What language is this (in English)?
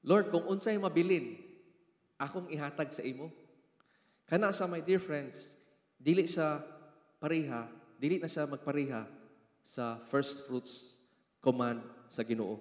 Cebuano